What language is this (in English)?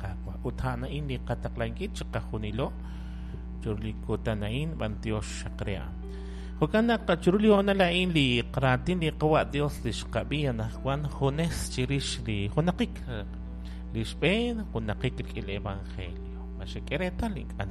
Kekchí